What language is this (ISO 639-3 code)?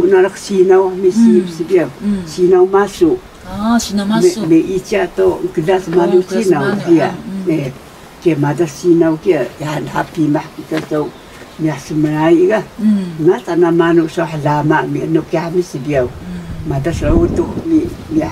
trv